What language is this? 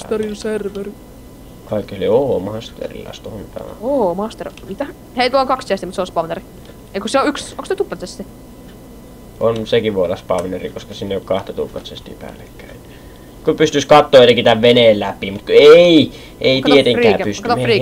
Finnish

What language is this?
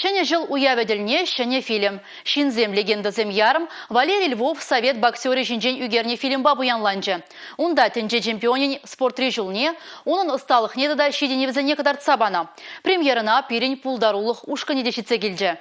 Chuvash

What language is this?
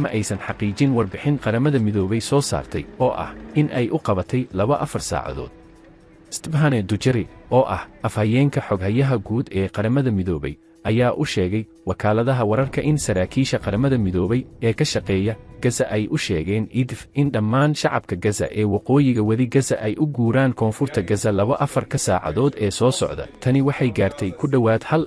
Somali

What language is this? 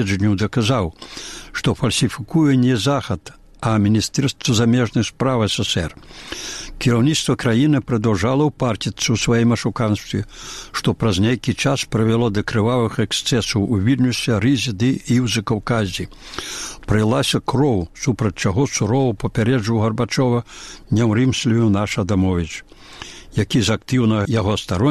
Belarusian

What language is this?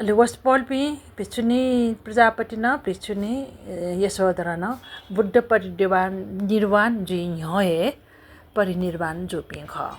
Newari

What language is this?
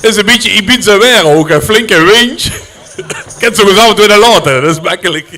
Limburgish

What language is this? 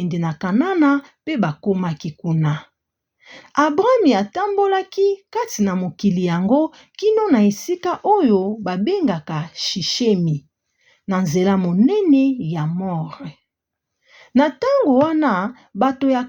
Lingala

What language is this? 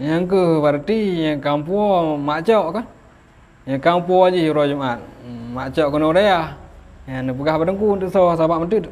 Achinese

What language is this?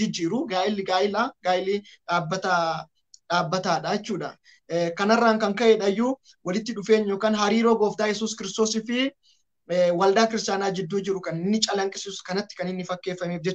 Oromo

